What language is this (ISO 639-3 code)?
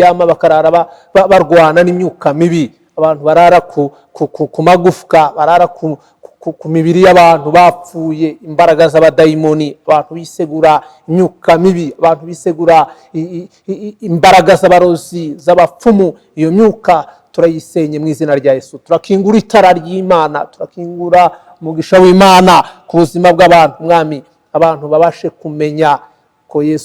kin